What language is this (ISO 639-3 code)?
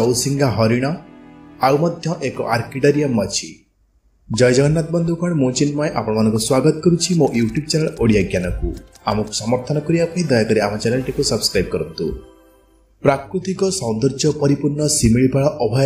ori